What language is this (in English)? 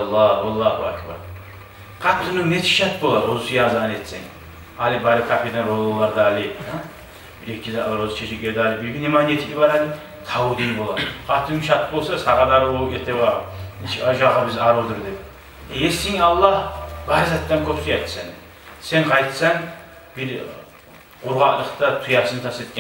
Kumyk